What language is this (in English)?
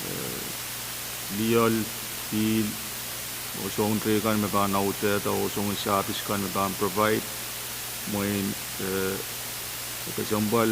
Pohnpeian